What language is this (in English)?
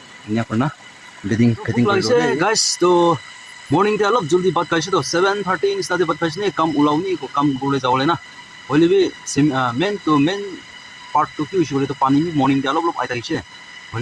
Naga Pidgin